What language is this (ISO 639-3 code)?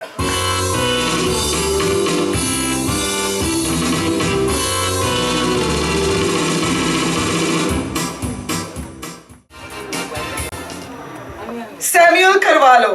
kok